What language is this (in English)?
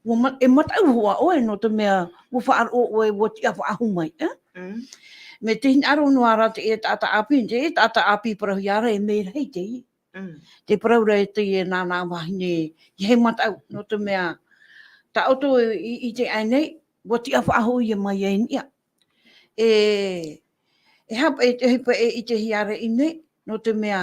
Tahitian